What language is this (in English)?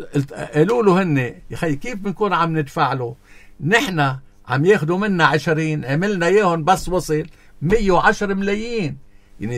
North Levantine Arabic